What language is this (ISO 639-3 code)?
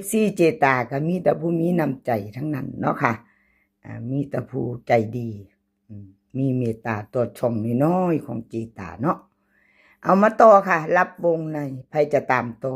tts